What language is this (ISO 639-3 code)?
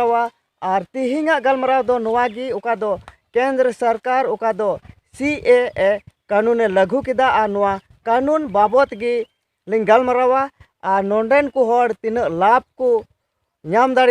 sat